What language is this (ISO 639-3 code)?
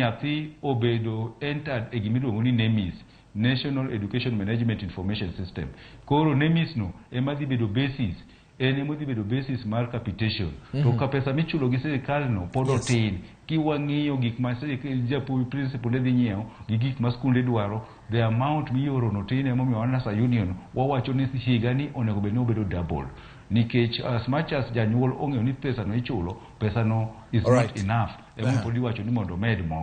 luo